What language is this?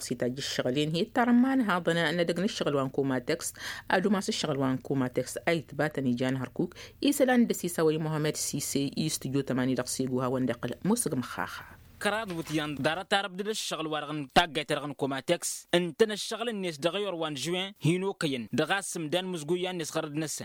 Tamasheq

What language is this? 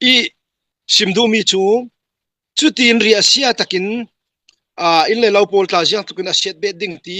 Falam Chin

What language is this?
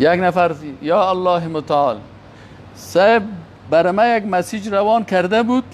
Persian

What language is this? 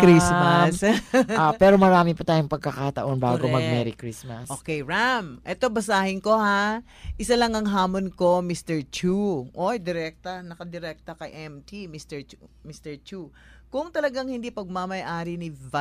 Filipino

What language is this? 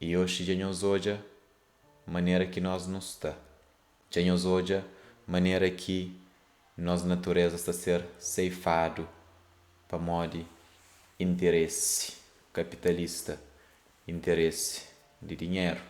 Kabuverdianu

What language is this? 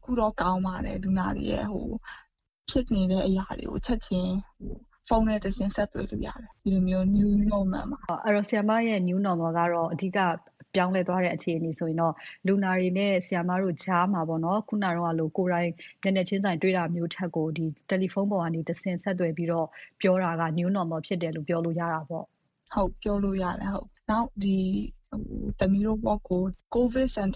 Burmese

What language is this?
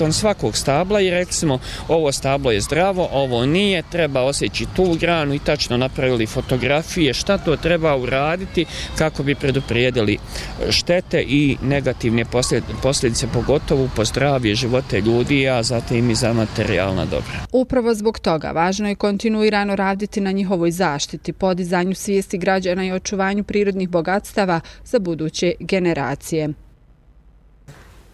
Bosnian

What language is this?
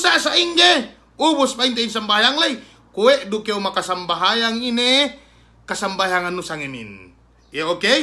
Yakan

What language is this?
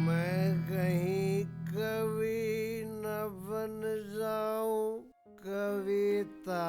Haryanvi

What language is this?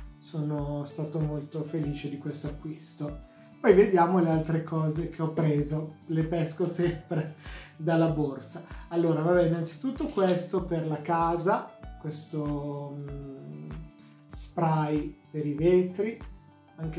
Italian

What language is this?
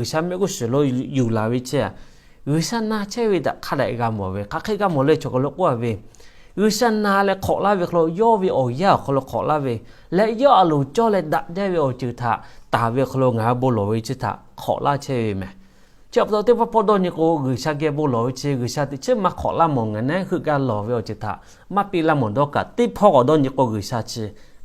Lahu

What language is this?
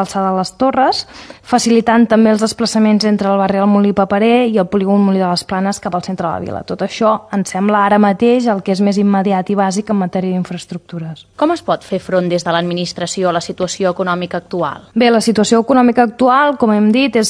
Catalan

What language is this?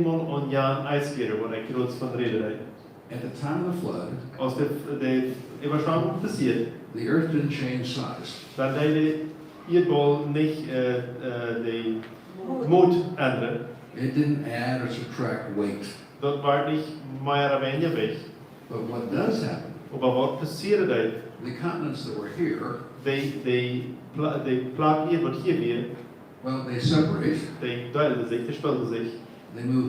Plautdietsch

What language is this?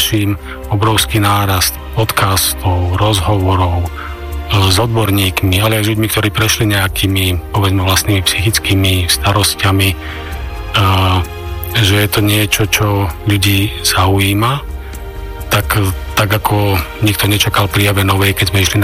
Slovak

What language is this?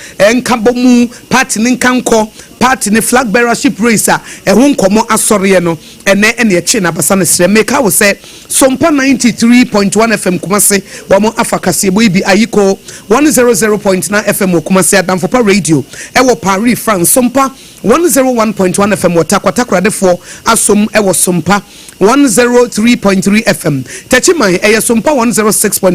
Akan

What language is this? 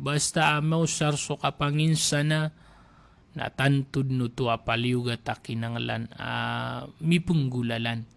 Maranao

